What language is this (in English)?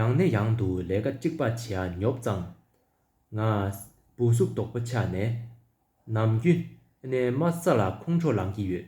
Tibetan